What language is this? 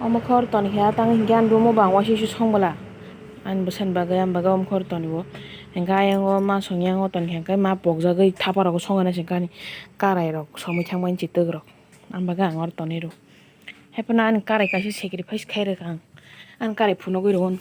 Kok Borok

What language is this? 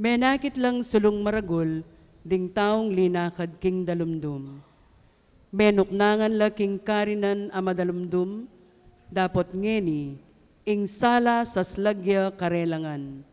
Pampanga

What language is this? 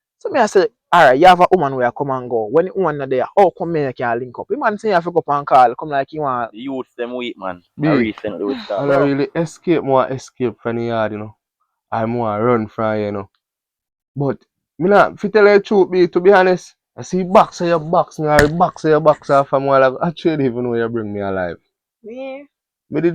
Jamaican Creole English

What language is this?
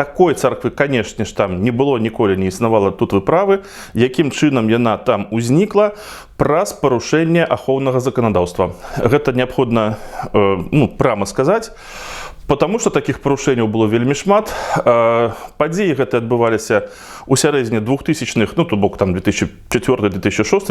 Belarusian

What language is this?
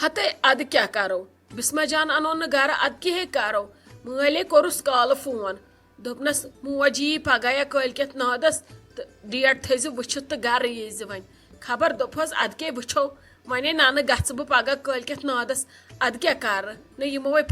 Kashmiri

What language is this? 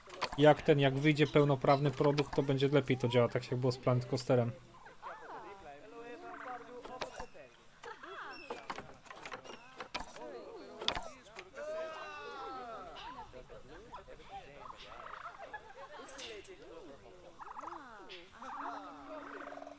Polish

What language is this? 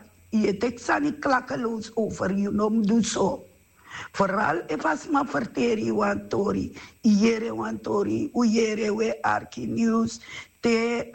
Sranan Tongo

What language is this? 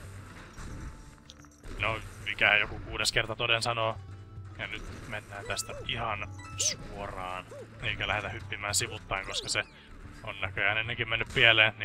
Finnish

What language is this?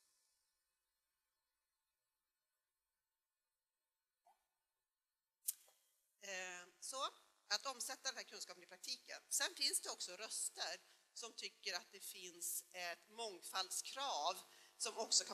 Swedish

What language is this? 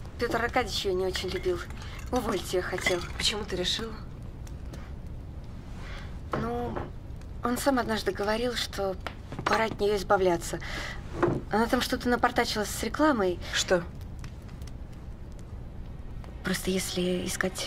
Russian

